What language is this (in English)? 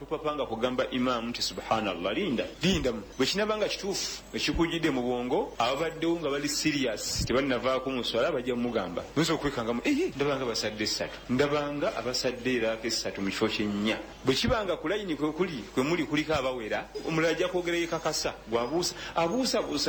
Ganda